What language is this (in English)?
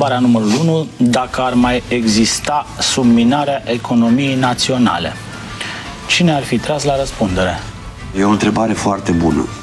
Romanian